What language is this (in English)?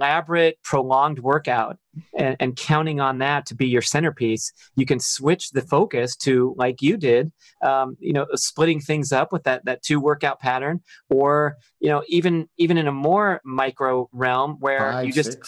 English